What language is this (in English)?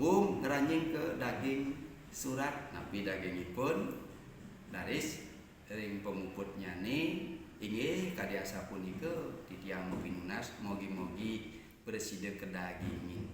Balinese